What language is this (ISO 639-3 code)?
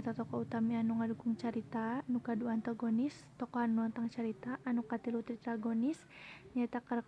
sun